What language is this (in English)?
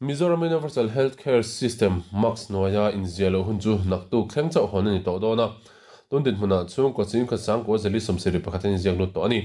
Mizo